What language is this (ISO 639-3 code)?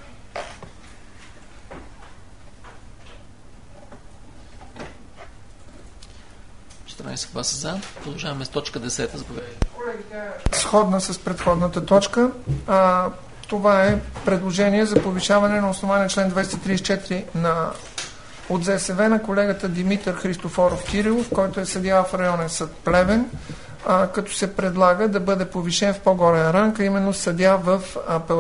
bul